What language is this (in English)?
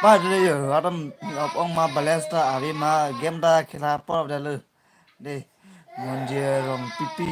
Karbi